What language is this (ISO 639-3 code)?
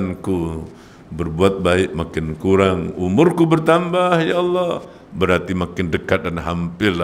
msa